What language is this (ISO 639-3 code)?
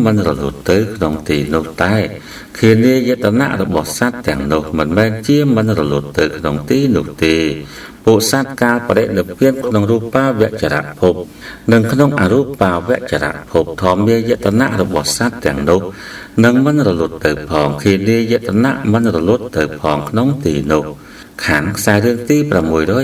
khm